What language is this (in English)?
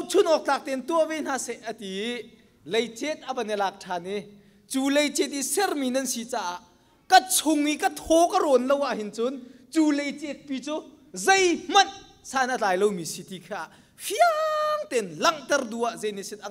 Hakha Chin